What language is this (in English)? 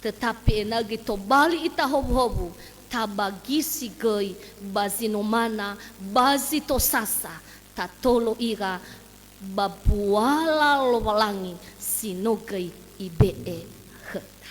Nias